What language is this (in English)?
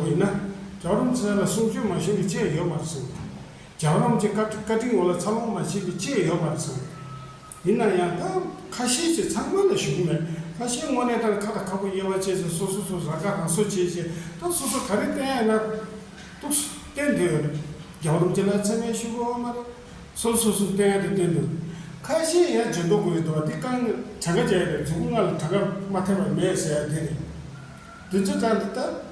Tibetan